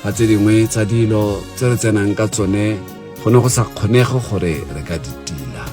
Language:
Tswana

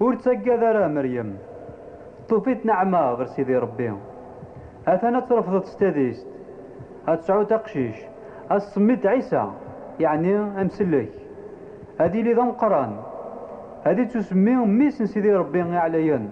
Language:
Kabyle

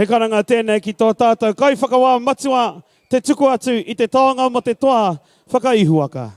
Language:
Māori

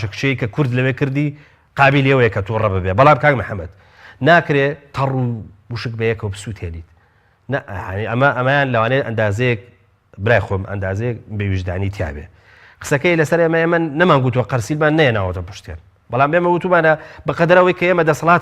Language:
Central Kurdish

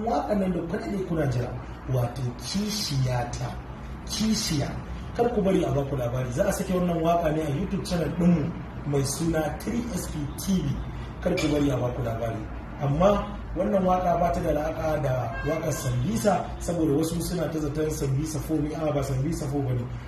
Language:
Hausa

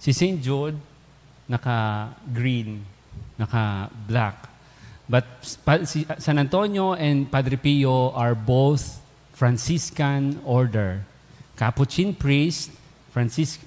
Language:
Bikol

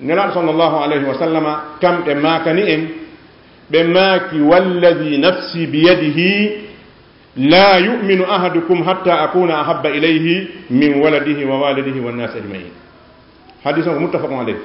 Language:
Fula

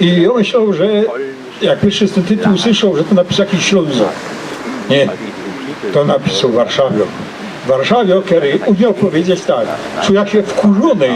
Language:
Silesian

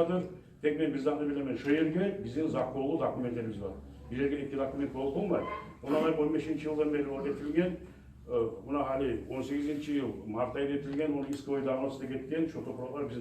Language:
Kumyk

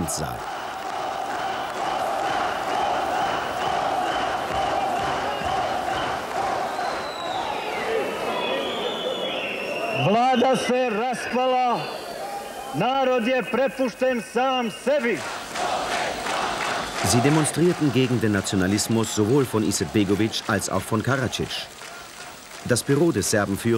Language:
German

